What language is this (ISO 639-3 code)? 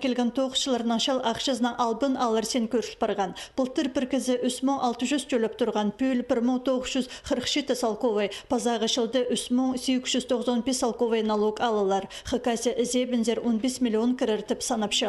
kjh